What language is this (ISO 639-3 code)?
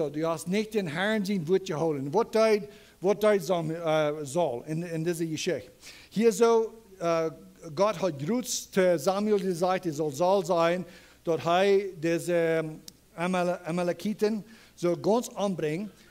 pdt